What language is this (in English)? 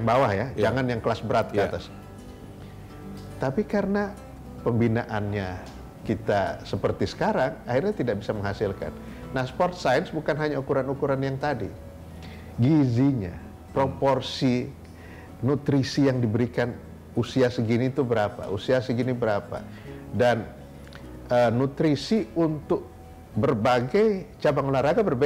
Indonesian